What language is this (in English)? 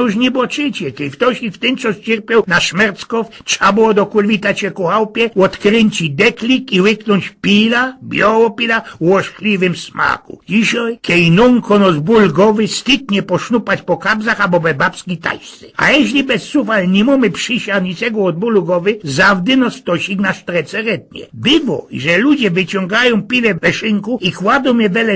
Silesian